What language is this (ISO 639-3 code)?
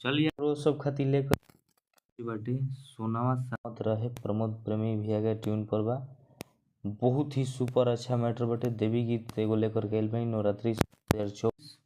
bho